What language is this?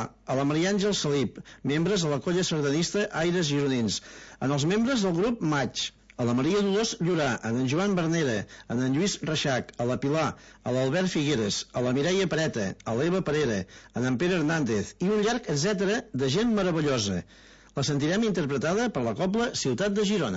Catalan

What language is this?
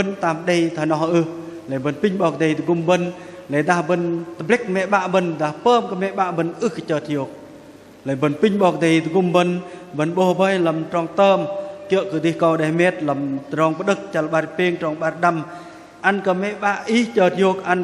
Bahnar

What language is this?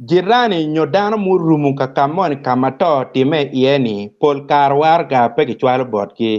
Acoli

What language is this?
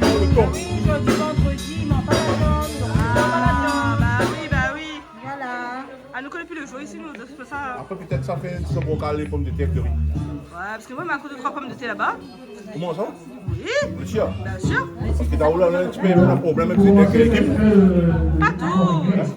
Réunion Creole French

